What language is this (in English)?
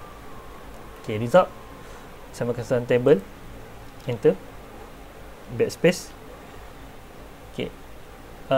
Malay